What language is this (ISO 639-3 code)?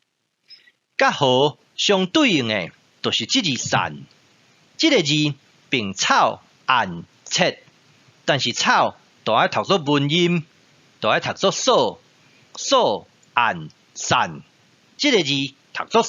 nan